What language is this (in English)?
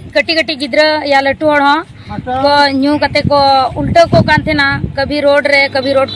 Santali